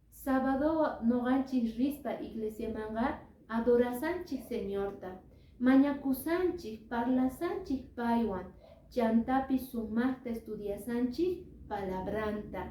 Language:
Quechua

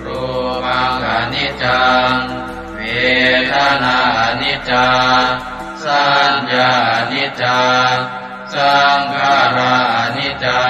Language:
Pali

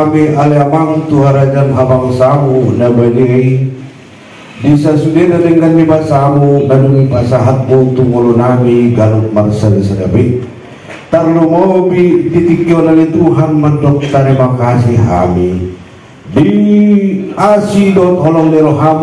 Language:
Batak Angkola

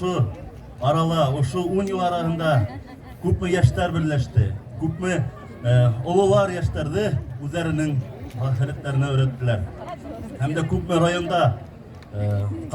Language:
Bashkir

